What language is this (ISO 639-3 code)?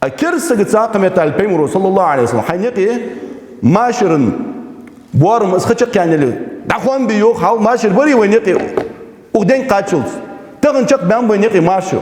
inh